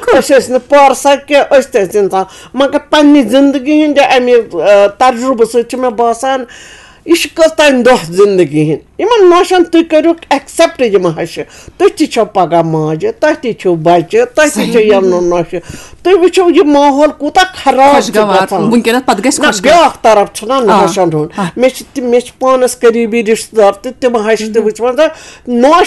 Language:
Kashmiri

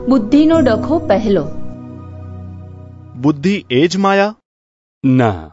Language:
Gujarati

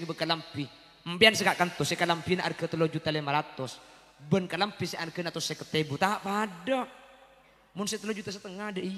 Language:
Madurese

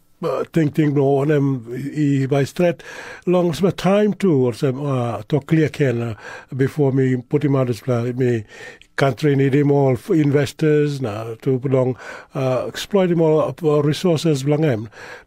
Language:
Tok Pisin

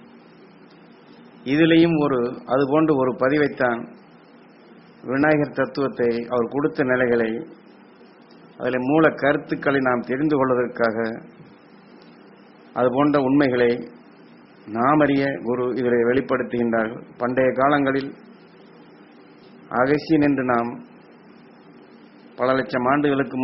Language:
Tamil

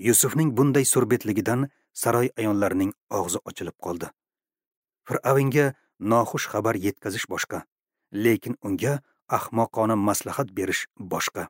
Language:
Uzbek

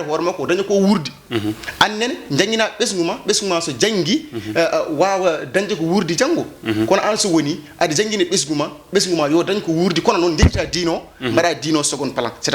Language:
Fula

